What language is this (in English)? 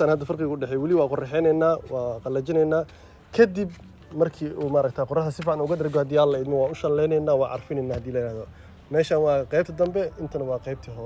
Somali